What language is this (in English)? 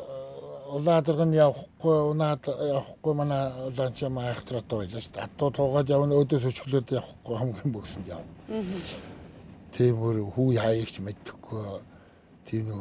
Mongolian